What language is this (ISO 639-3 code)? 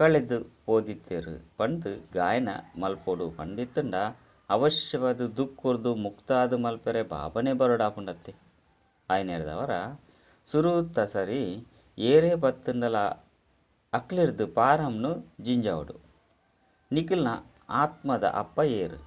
tcy